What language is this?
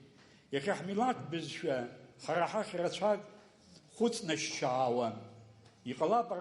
Abkhazian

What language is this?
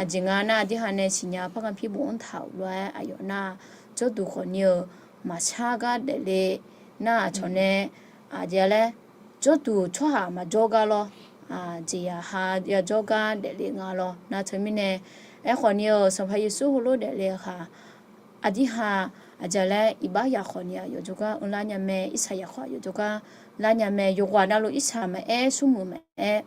Akha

